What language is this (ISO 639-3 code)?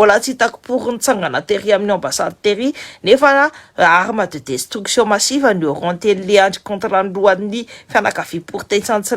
mlg